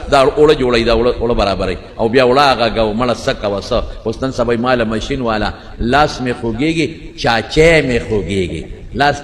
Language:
Pashto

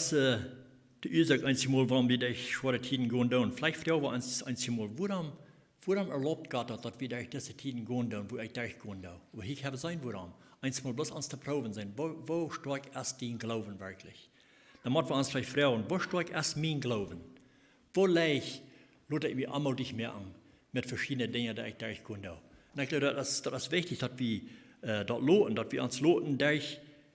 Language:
Plautdietsch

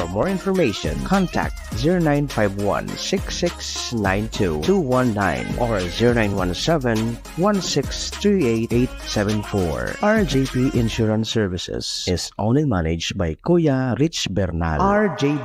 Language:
Bikol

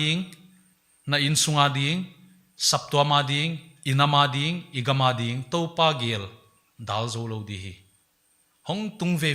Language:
Paite Chin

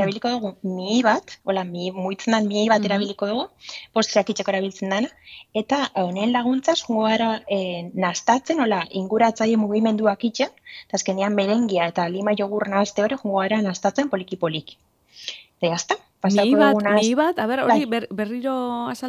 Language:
Basque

